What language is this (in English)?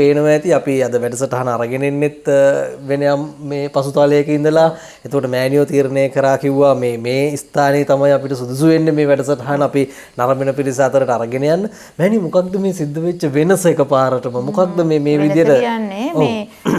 Sinhala